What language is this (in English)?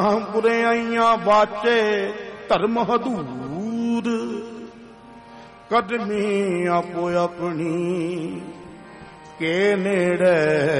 Punjabi